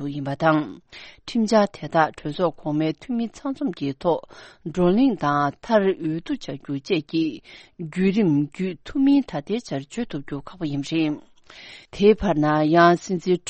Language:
Tibetan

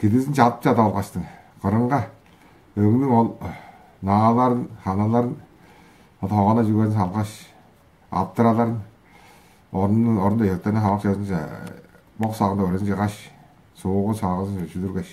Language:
Tuvinian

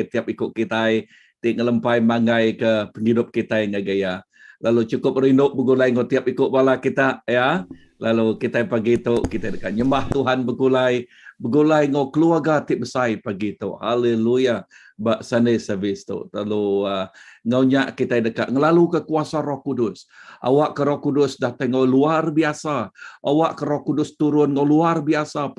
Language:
Iban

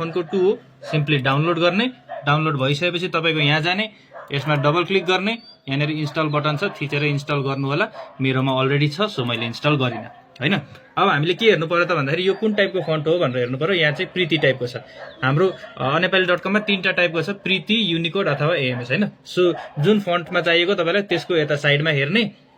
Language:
Nepali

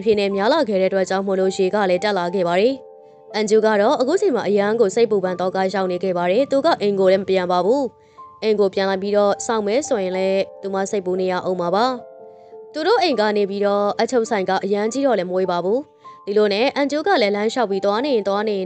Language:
Burmese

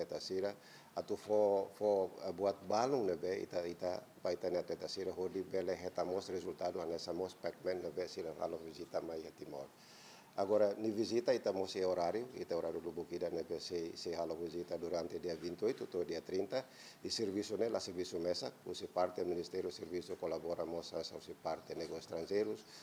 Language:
Tetum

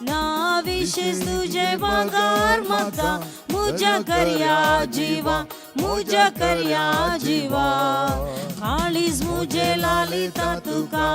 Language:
Konkani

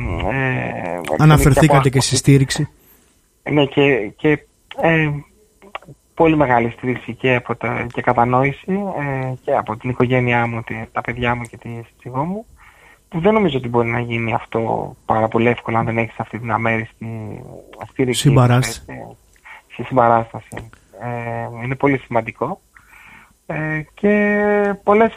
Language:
Greek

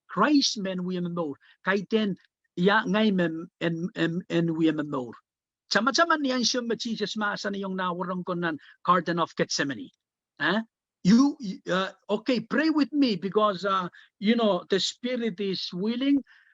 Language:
Pohnpeian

